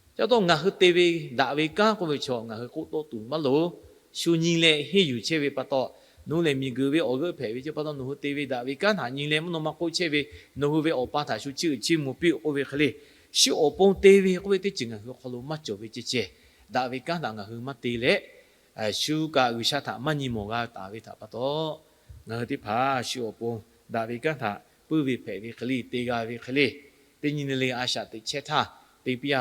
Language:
Lahu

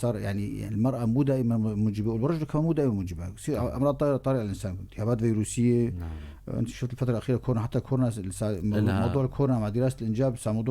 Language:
North Levantine Arabic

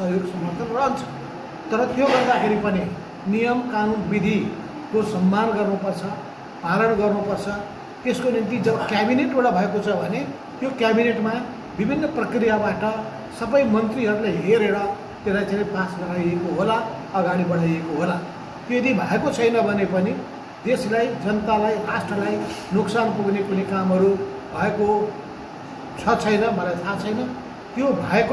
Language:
Nepali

